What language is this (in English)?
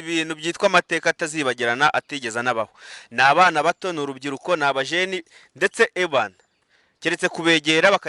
Kinyarwanda